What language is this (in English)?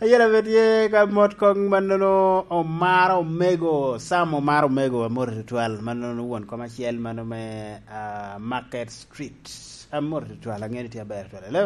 Lango (Uganda)